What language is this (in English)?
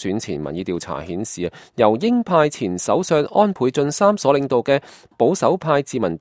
Cantonese